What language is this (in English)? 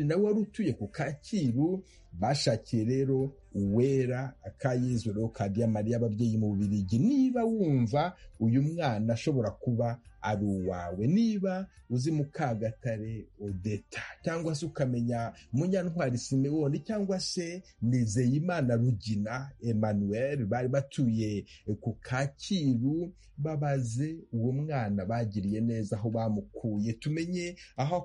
Kinyarwanda